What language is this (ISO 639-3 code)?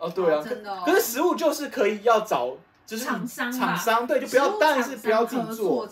zho